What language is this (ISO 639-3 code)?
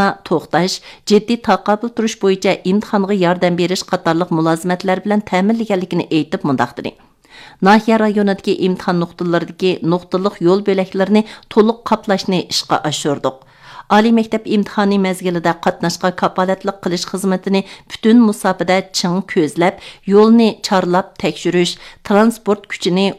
uig